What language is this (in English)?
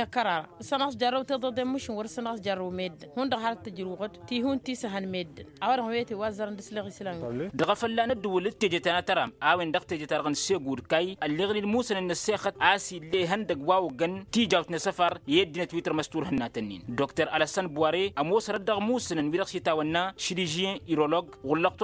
Tamasheq